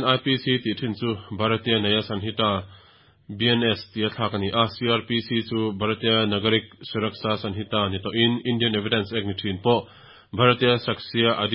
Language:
Mizo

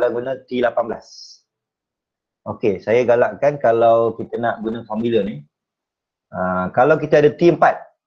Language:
Malay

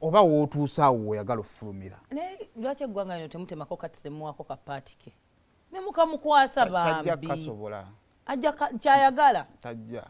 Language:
Ganda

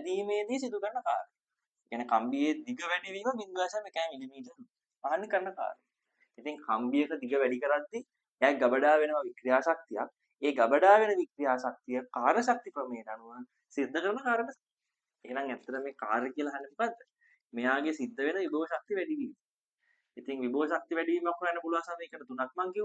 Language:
Sinhala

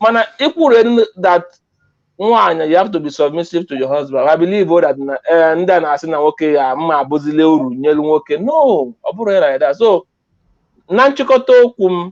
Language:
Igbo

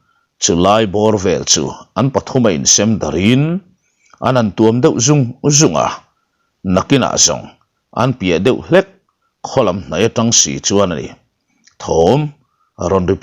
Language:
Mizo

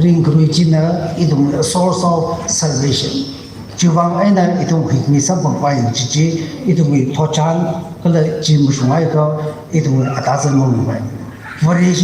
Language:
Tangkhul Naga (India)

